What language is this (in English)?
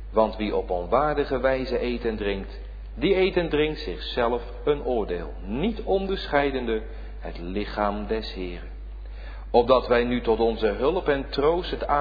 Dutch